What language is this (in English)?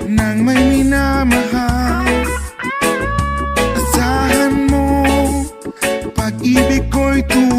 Filipino